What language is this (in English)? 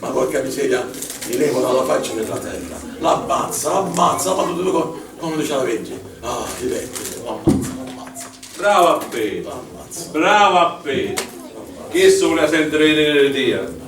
Sicilian